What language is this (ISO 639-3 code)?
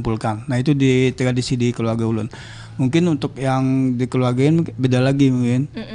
bjn